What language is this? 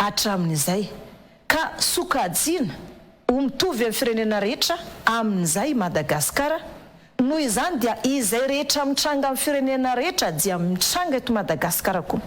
Malagasy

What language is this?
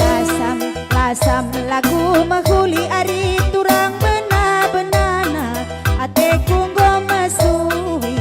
Batak Karo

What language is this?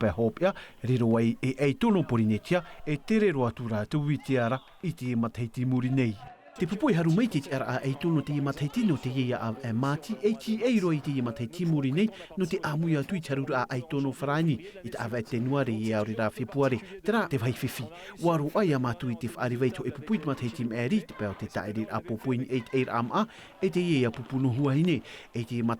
Tahitian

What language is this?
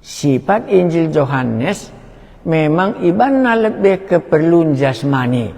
Batak Karo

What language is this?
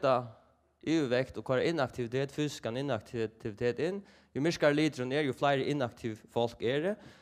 Faroese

